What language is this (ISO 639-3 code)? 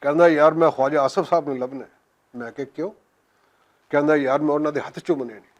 lah